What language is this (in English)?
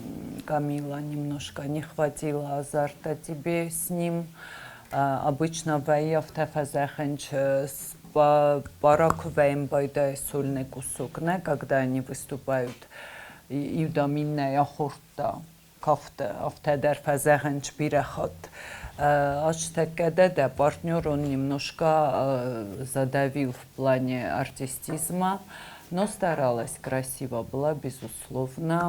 Ossetic